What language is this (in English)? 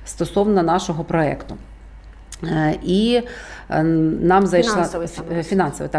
Ukrainian